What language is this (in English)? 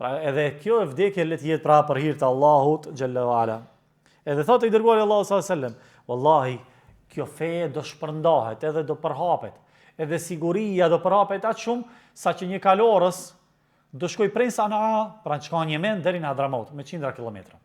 Albanian